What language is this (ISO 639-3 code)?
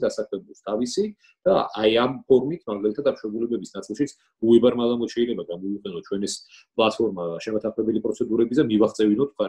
kat